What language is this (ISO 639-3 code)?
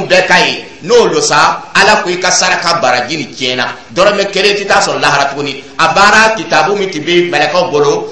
dyu